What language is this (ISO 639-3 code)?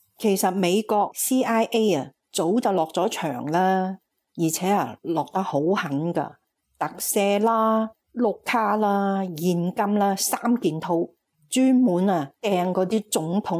yue